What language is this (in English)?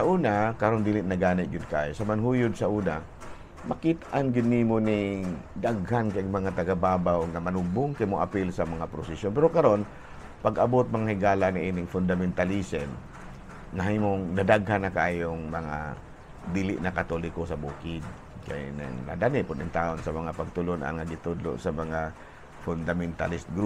Cebuano